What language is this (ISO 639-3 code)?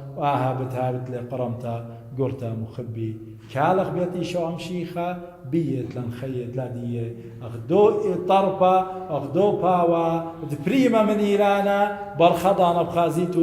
aii